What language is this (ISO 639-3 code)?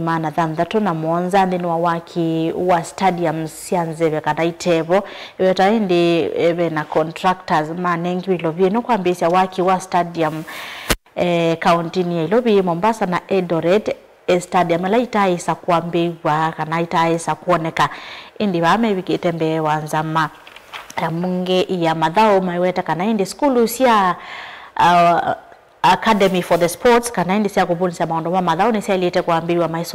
kam